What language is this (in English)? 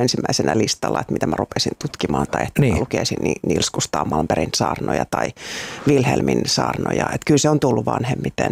Finnish